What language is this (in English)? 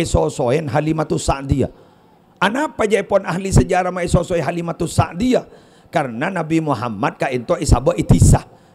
Madurese